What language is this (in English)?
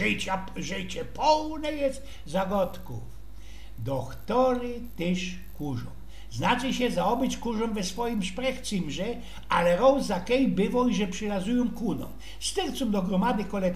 Silesian